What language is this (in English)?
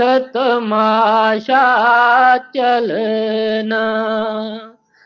Punjabi